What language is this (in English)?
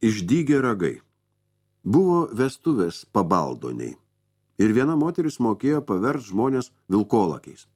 Lithuanian